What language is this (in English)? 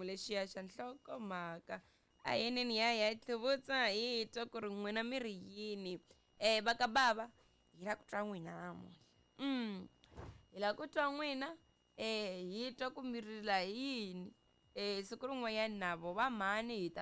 Tsonga